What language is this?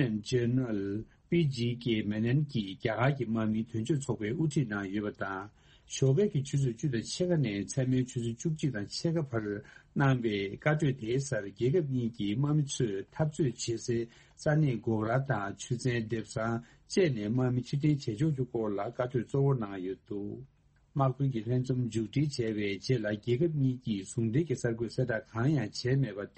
Tibetan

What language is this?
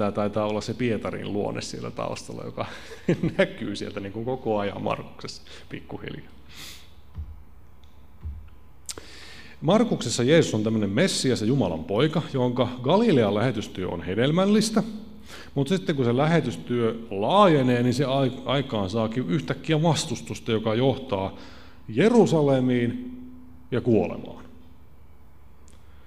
Finnish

